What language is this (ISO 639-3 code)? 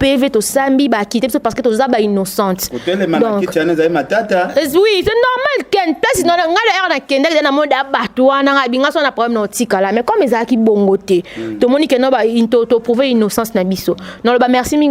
lin